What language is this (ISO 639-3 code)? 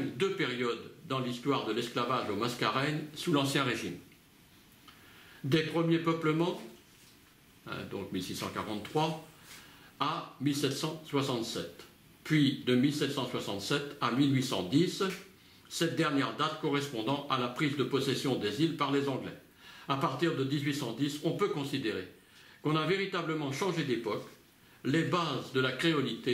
fra